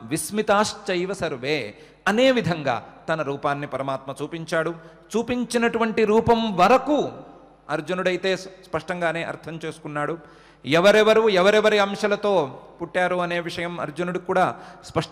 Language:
Telugu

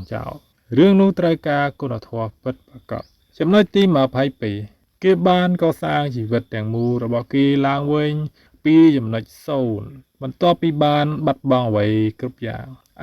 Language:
Khmer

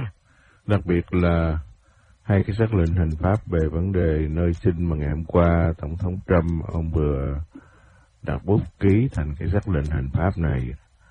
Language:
Vietnamese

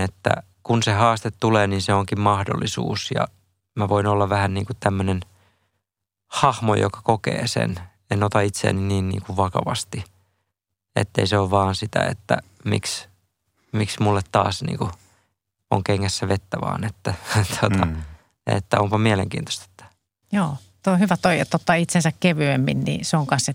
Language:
Finnish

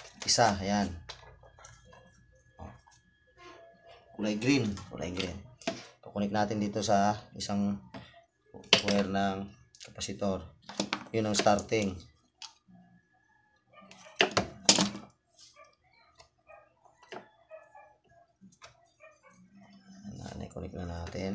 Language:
Filipino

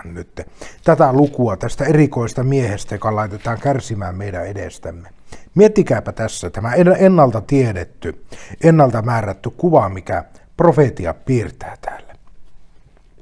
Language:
Finnish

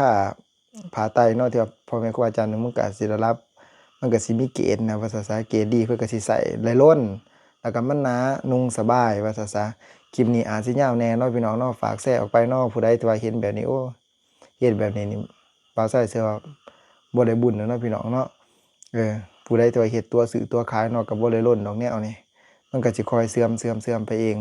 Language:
Lao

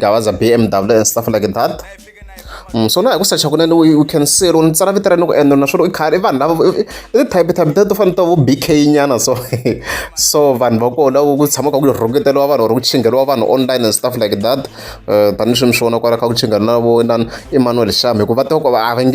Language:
Tsonga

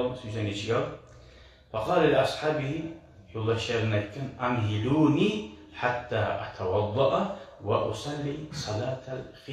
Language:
Kumyk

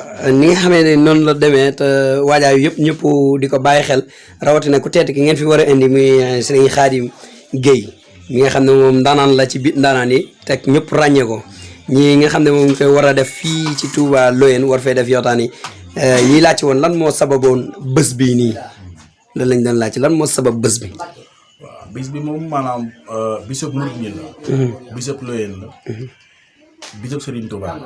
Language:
Wolof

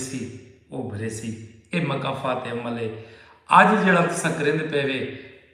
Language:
Saraiki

